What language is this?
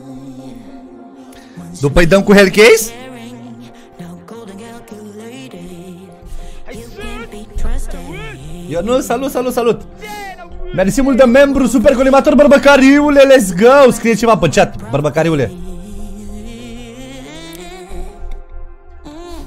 Romanian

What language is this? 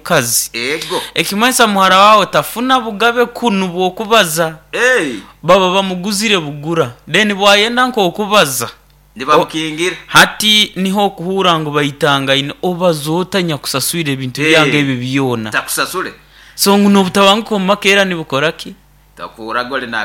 Nyoro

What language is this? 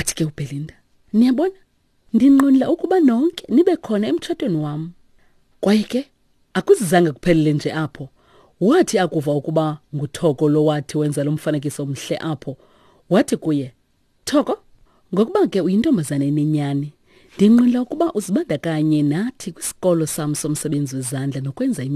Xhosa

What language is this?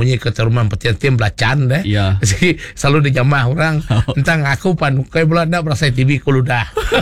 Iban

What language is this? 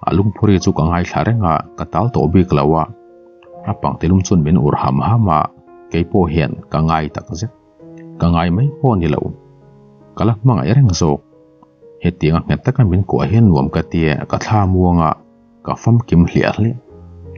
Mizo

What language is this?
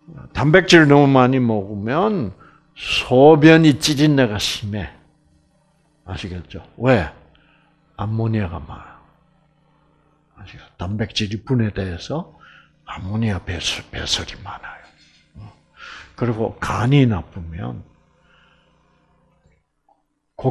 Korean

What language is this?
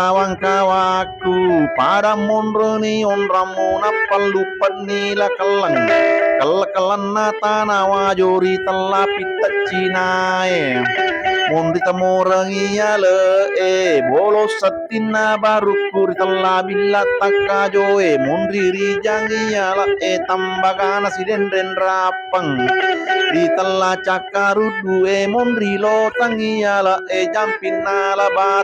Buginese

